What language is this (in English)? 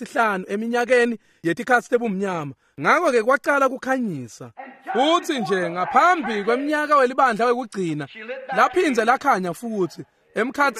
Swati